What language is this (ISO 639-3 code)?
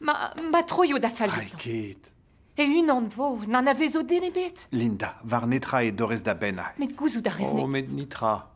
bre